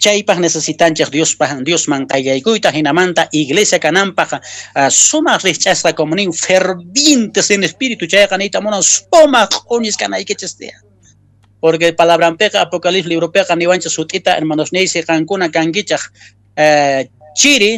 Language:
Quechua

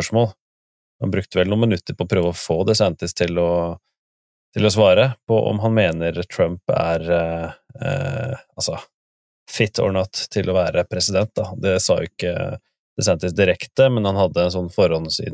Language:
Norwegian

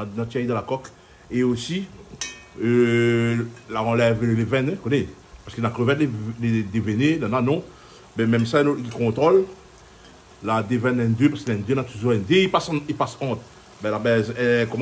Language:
Réunion Creole French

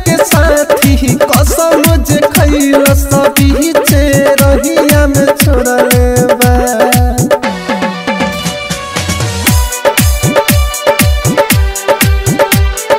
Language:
Bhojpuri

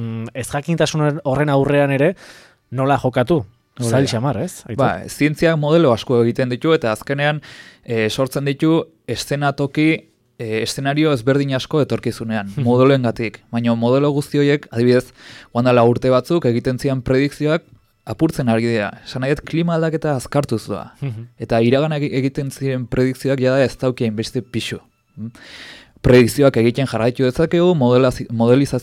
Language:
Basque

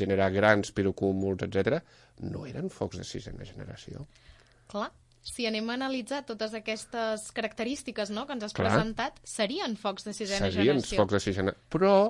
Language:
Catalan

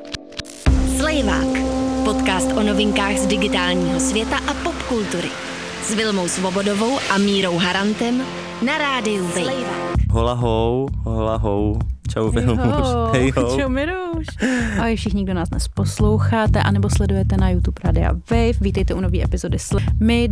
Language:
Czech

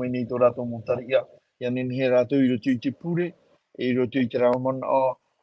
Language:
Tahitian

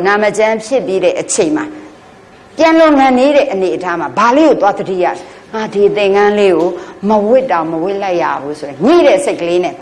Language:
Burmese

